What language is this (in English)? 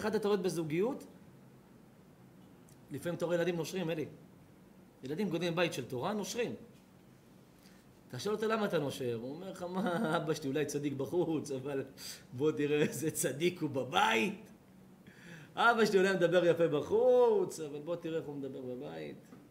Hebrew